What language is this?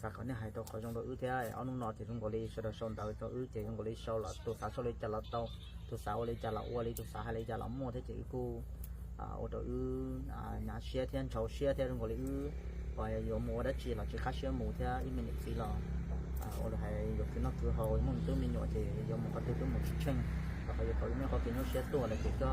Hmong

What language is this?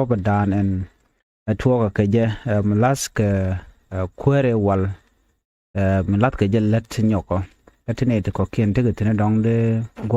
Nuer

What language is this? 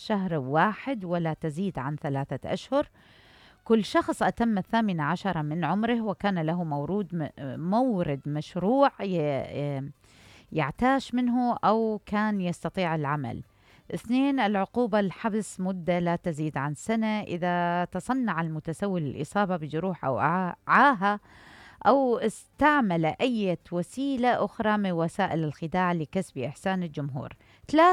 Mesopotamian Arabic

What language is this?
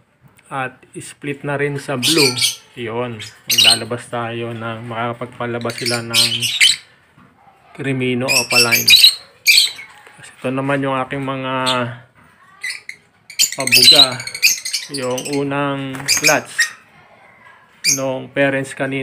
Filipino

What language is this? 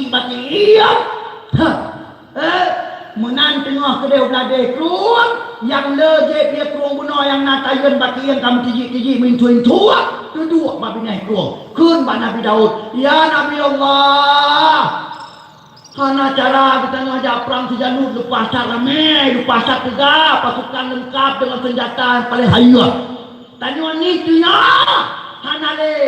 Achinese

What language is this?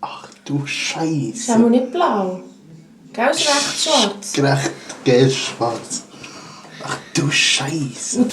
Swiss German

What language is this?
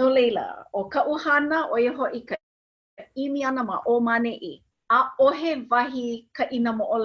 Hawaiian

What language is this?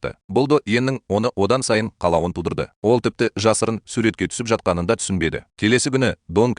Kazakh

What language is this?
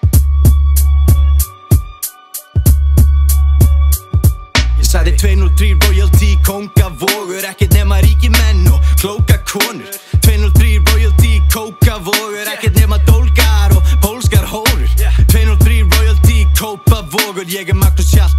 Icelandic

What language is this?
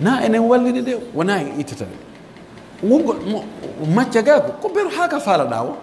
Pular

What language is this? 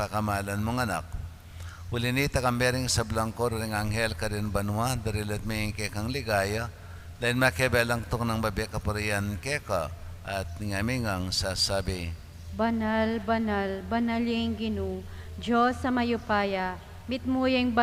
Pampanga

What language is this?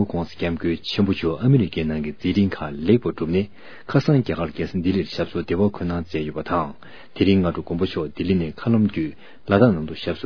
Tibetan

